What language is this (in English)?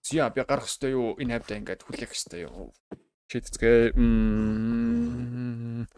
Mongolian